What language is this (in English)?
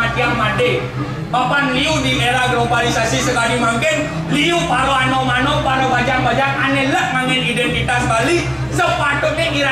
Balinese